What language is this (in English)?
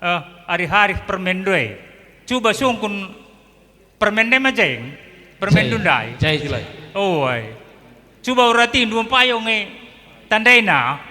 Batak Karo